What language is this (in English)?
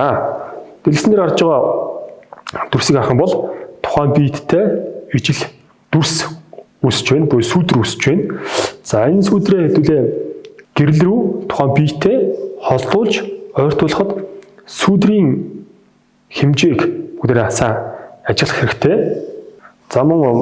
Mongolian